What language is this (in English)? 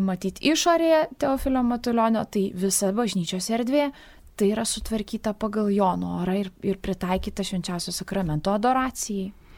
Lithuanian